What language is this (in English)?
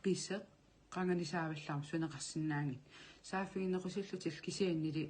Kalaallisut